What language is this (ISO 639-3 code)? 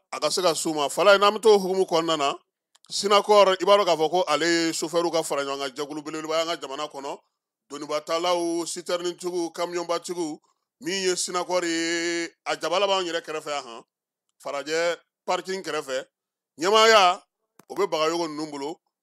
bam